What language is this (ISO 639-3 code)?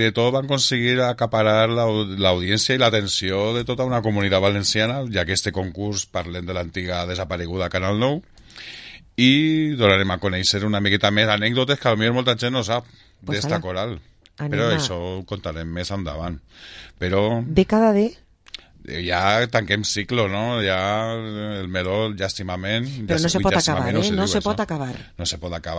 cat